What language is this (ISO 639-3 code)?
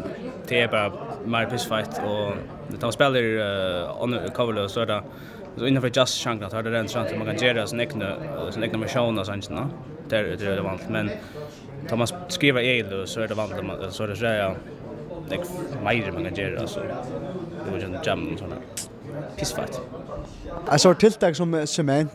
fao